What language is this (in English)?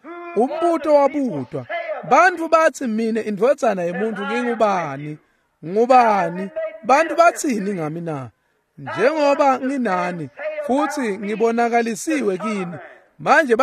Swati